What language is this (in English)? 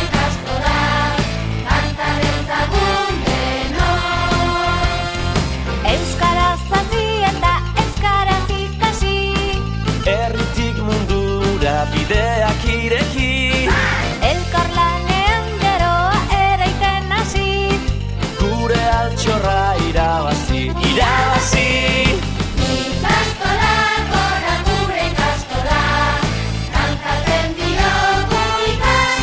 Basque